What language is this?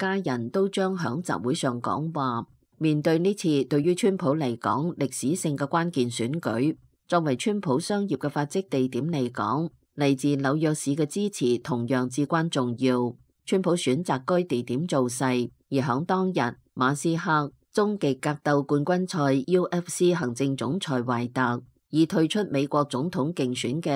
Cantonese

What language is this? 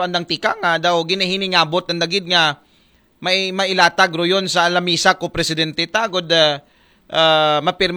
Aklanon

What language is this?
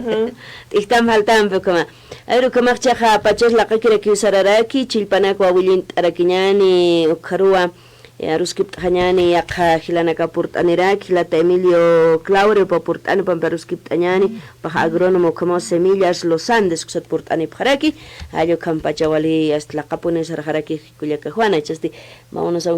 Aymara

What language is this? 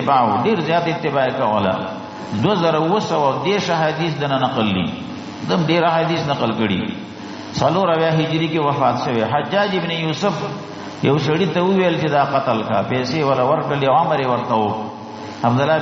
Pashto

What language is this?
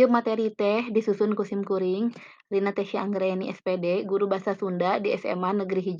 Sundanese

